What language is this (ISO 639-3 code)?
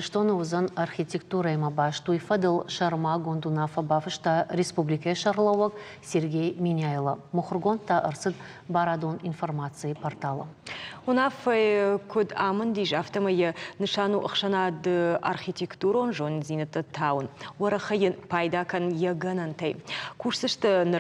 oss